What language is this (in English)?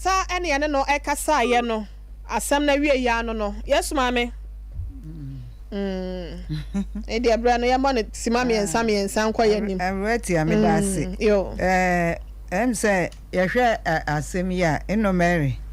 Akan